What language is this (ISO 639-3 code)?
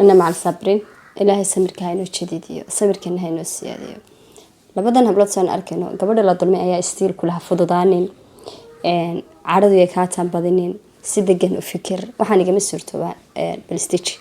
som